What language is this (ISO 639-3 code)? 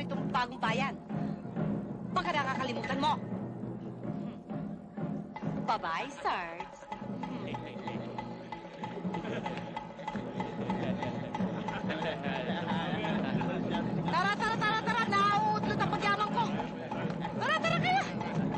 fil